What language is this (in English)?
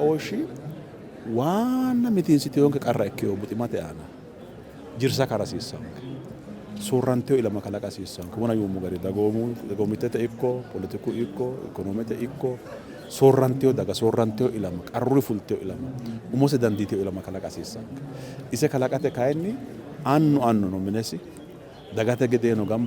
Sidamo